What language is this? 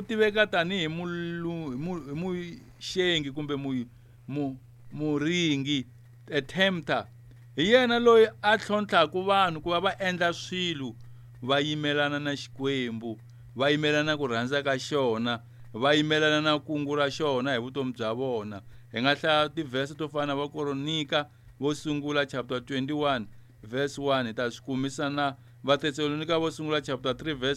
Tsonga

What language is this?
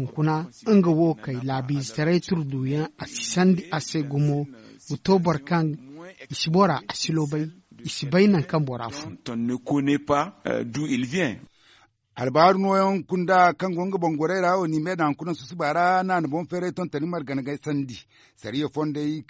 Zarma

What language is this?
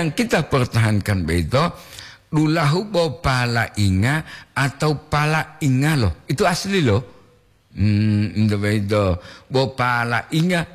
Gorontalo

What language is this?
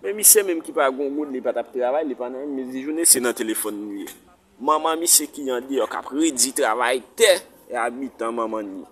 Haitian Creole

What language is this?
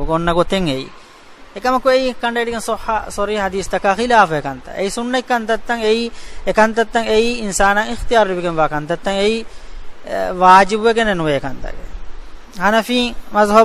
Divehi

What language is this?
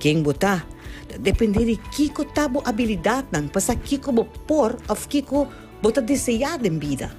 Papiamento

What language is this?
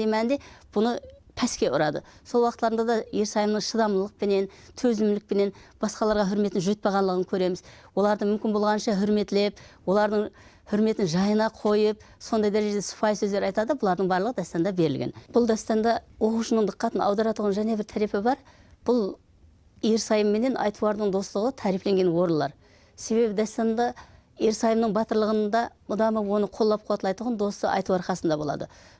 Kara-Kalpak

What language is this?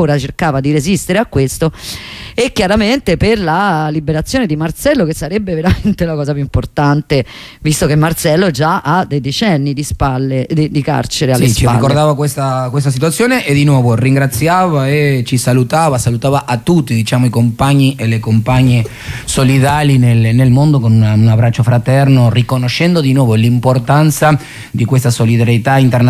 Italian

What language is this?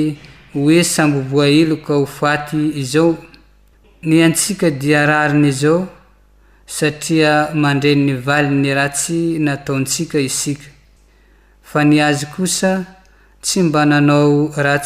Malagasy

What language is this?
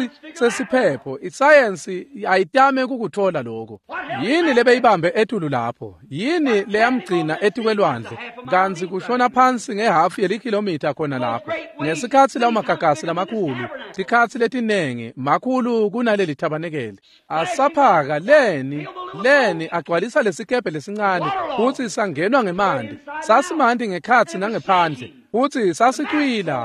Swati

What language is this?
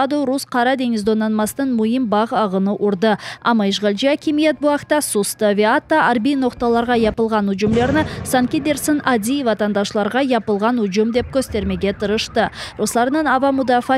Crimean Tatar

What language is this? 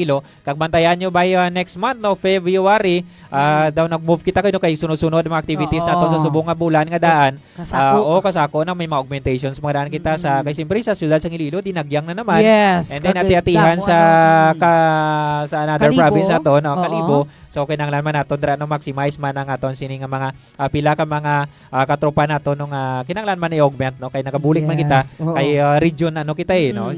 Hiligaynon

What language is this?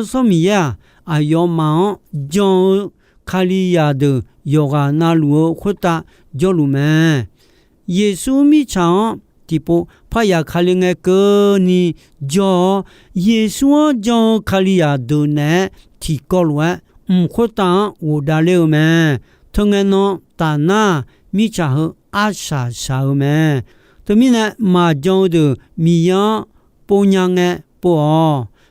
Akha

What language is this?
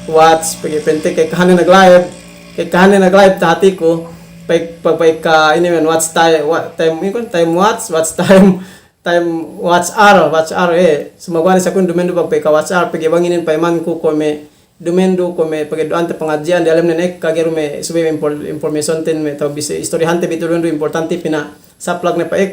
Yakan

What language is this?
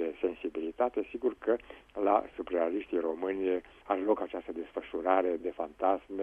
Romanian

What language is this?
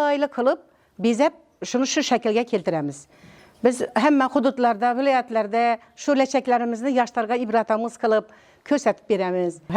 Uzbek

